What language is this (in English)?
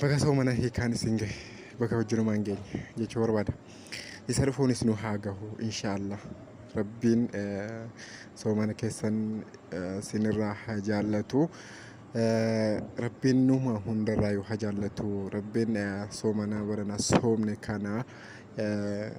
Oromo